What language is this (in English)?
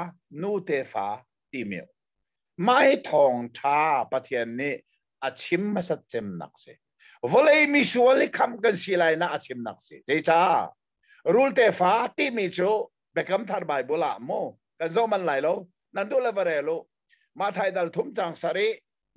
Hakha Chin